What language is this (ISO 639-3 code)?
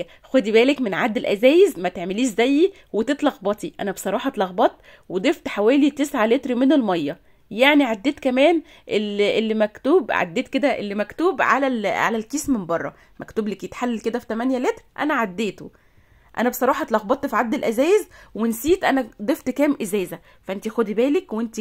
arz